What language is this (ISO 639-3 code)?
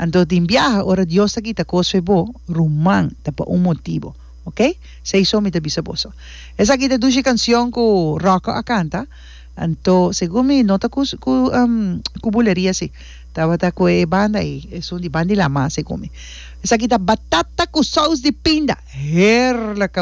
pap